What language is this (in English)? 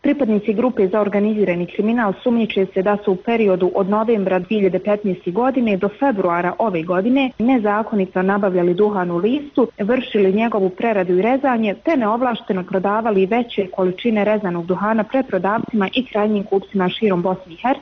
Bosnian